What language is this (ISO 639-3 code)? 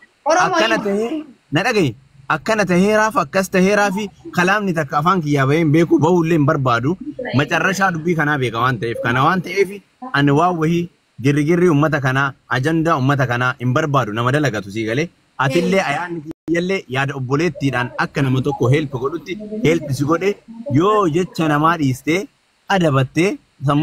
orm